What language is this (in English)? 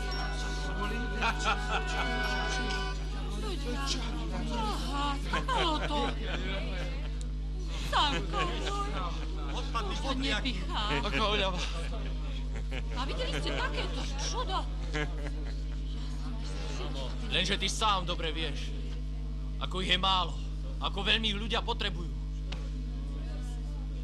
Slovak